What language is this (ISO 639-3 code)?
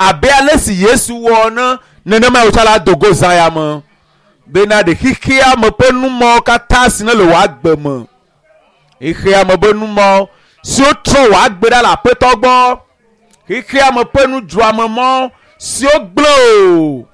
ewe